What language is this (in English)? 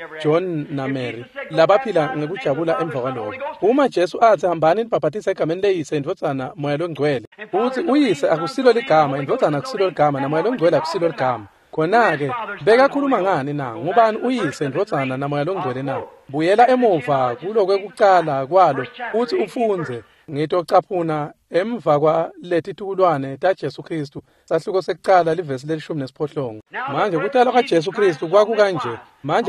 Swati